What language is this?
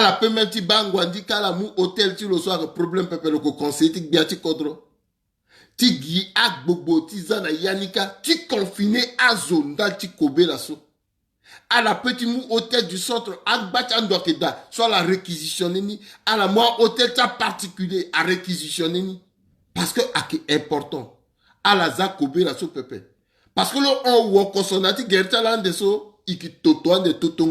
Sango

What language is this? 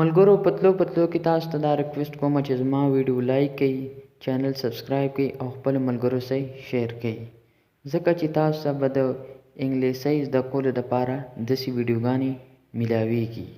Pashto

